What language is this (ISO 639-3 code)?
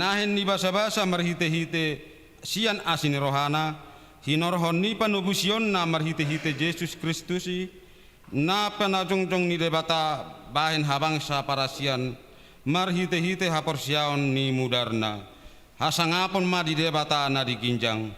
bbc